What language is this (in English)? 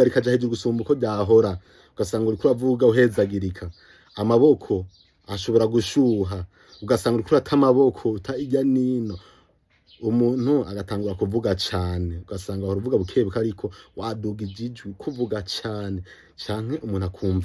Rundi